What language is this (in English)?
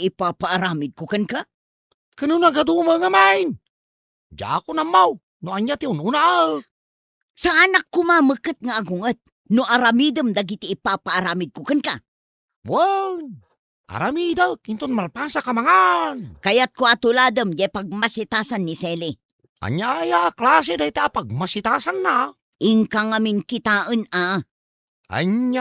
Iloko